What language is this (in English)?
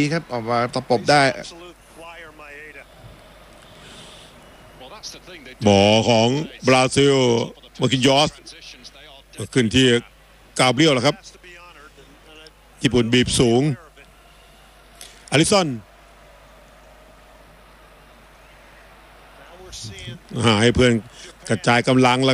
Thai